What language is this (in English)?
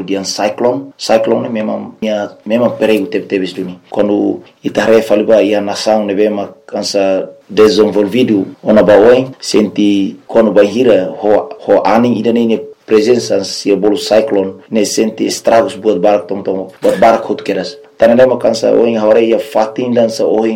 Tetum